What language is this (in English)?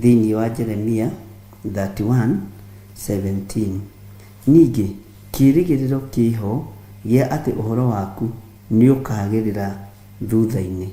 Kikuyu